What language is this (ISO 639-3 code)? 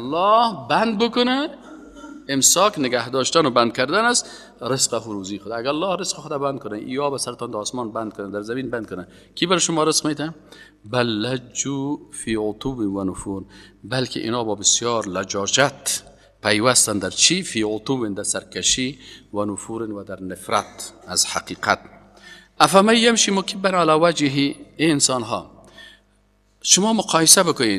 fas